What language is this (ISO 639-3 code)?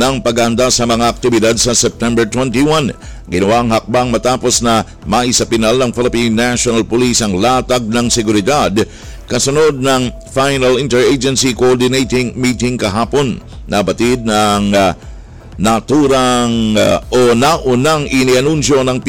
fil